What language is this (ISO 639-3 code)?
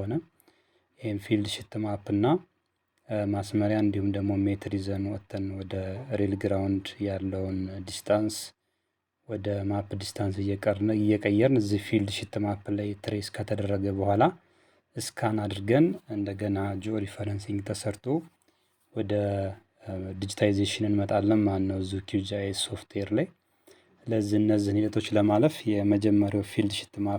amh